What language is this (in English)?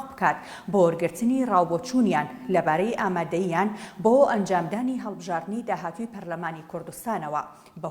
Central Kurdish